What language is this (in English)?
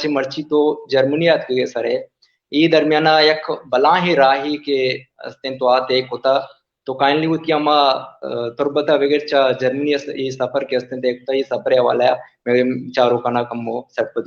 Baluchi